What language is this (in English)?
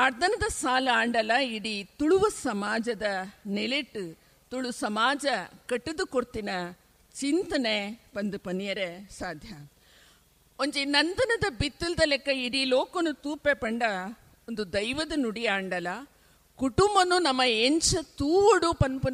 Tulu